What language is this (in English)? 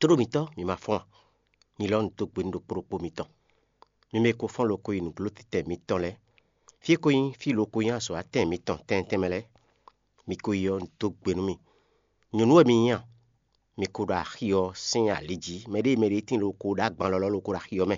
Fon